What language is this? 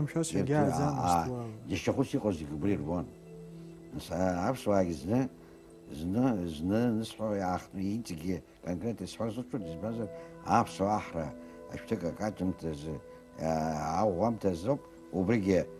Abkhazian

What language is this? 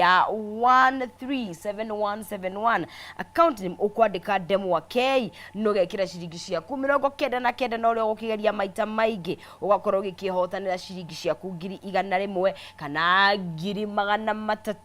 Kikuyu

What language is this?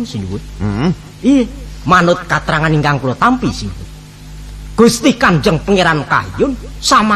Javanese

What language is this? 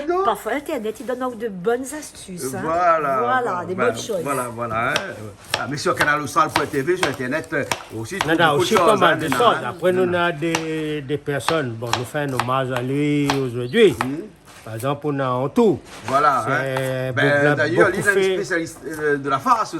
Réunion Creole French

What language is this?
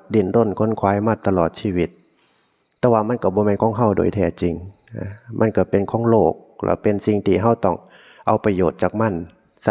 Northeastern Thai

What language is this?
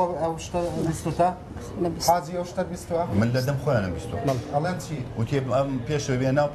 Central Kurdish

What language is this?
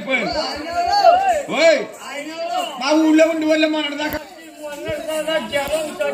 Telugu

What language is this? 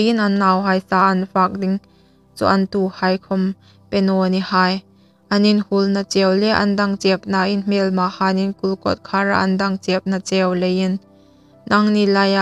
Hmar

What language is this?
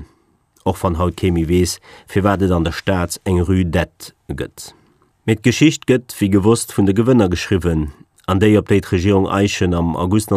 Luxembourgish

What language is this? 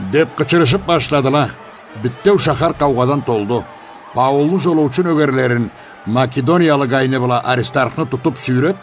Karachay-Balkar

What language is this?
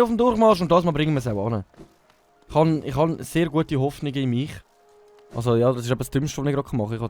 Swiss German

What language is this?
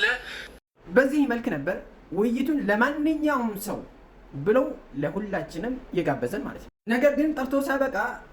Amharic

